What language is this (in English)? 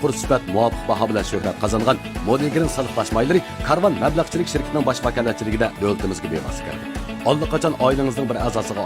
Uyghur